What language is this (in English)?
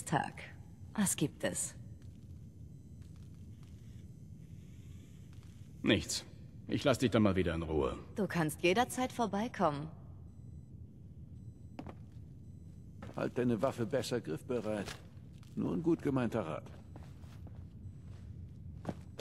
German